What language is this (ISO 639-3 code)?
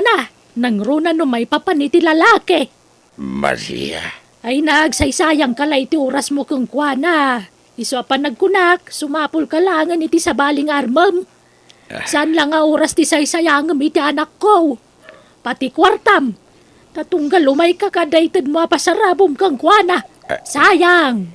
ilo